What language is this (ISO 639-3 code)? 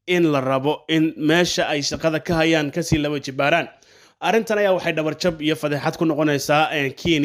som